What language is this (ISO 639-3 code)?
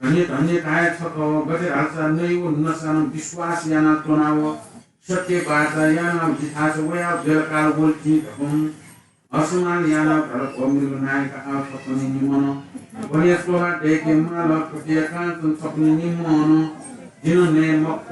new